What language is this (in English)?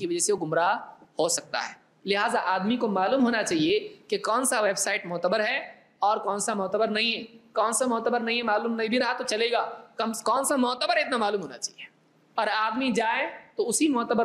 Urdu